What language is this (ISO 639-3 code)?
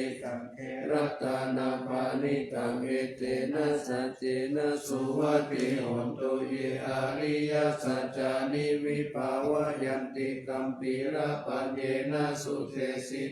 pli